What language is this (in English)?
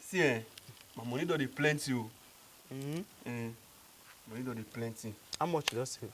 Nigerian Pidgin